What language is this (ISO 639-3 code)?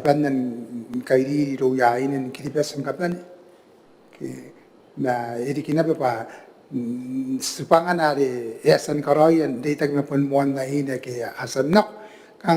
gil